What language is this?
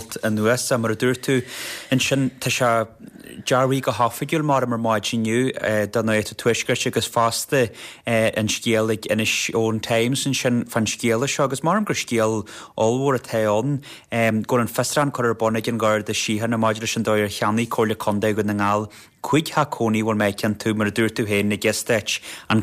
Irish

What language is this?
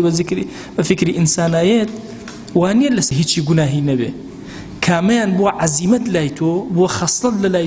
Central Kurdish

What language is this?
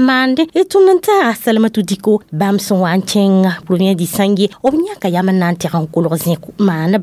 Mossi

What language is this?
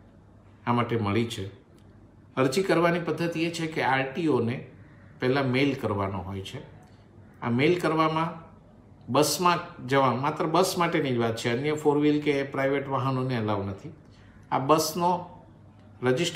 Gujarati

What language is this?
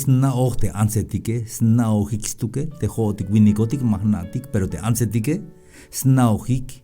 Tzeltal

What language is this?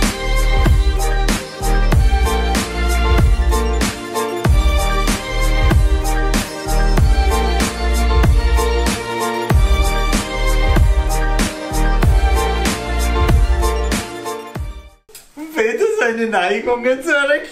German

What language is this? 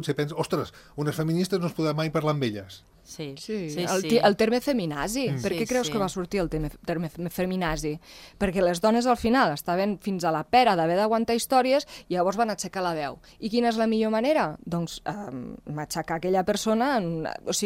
Catalan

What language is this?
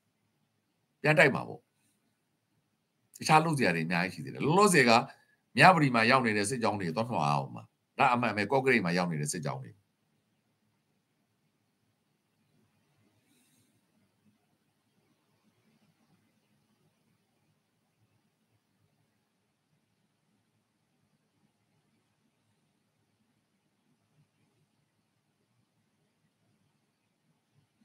Burmese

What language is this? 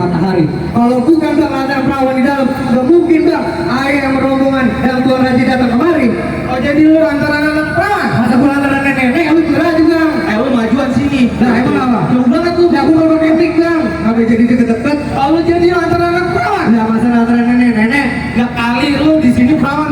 Betawi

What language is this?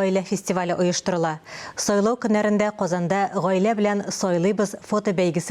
Tatar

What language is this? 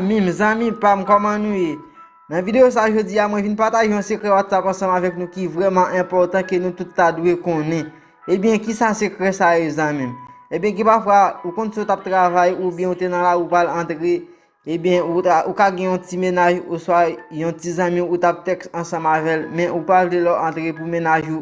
Haitian Creole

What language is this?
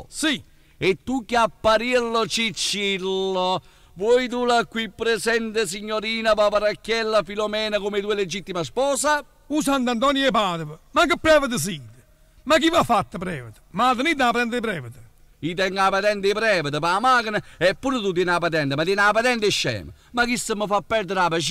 Neapolitan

